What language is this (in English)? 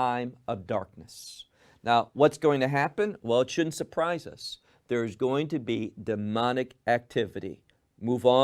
English